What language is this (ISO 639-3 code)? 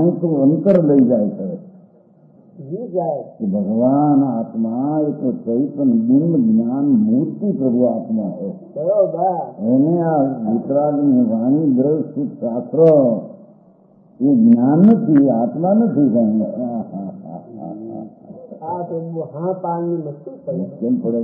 guj